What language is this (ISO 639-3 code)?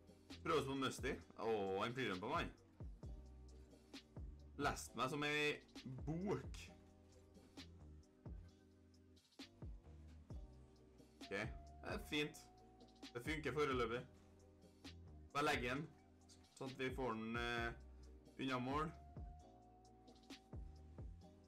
nor